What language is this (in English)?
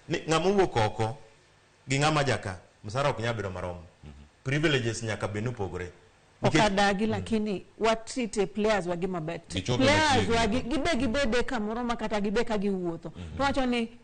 Luo (Kenya and Tanzania)